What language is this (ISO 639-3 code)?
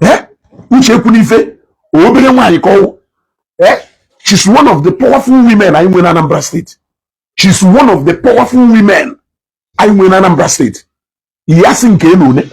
ibo